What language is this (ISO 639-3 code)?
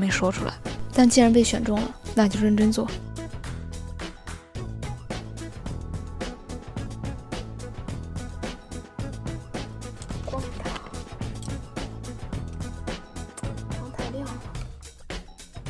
zho